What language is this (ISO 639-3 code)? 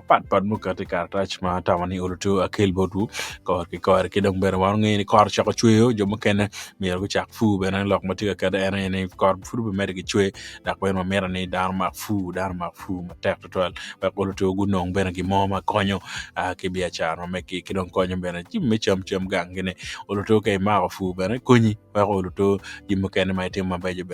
ach